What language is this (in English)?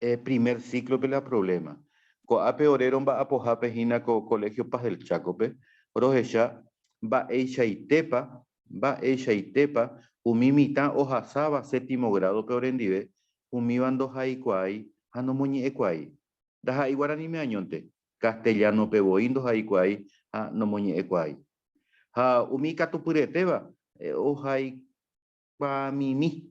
Guarani